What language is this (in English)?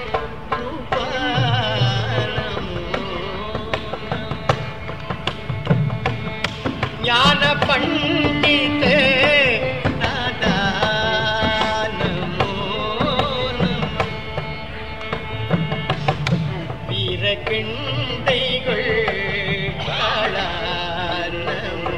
Tamil